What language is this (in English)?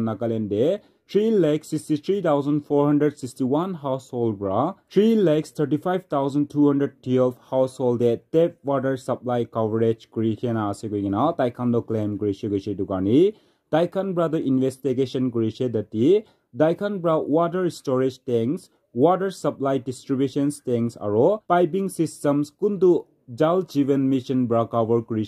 Naga Pidgin